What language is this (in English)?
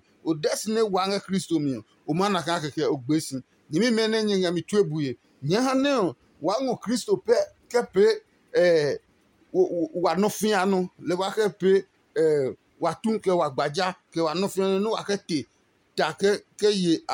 Adangme